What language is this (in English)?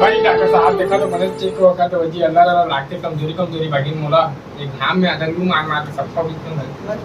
Chhattisgarhi